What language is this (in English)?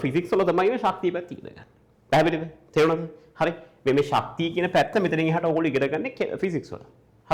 Sinhala